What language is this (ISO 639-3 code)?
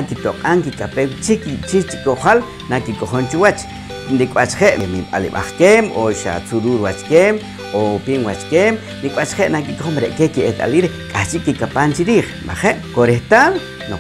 poh